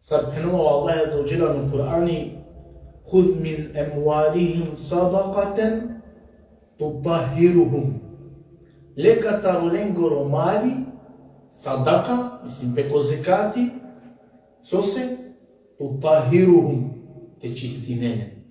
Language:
Balkan Romani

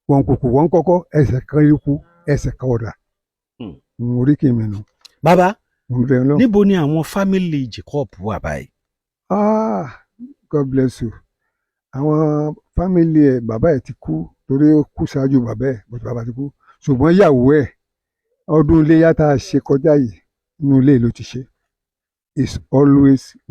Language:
Yoruba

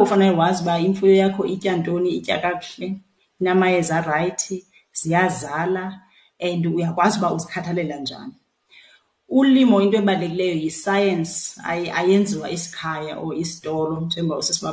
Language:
Xhosa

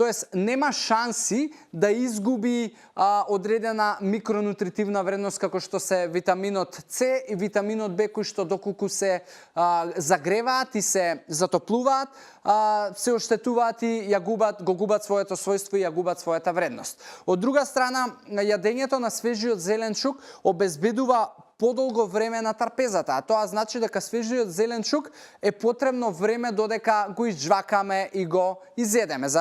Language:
Macedonian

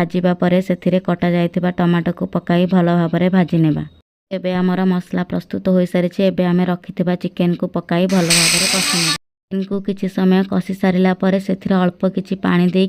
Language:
Odia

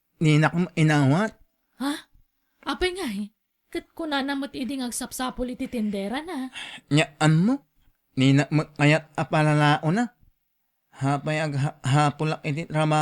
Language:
Iloko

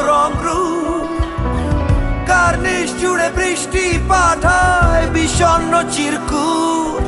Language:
Bangla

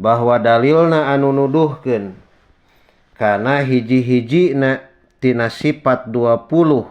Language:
Sundanese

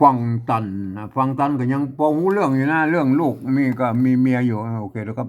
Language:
Northern Thai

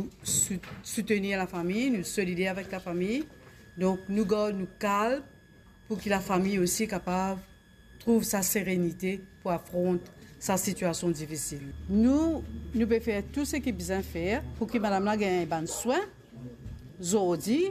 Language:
Morisyen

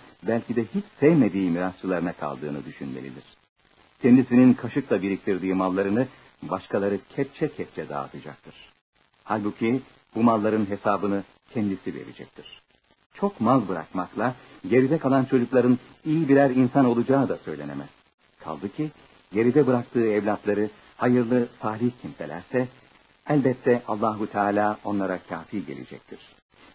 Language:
Turkish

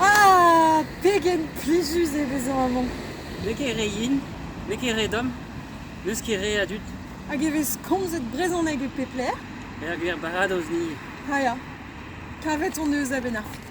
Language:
Breton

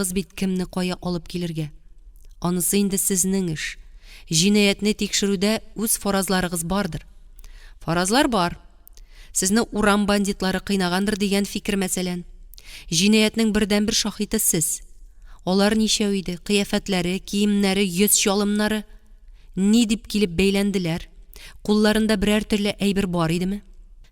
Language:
Tatar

